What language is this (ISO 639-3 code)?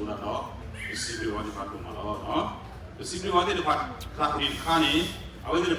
ksw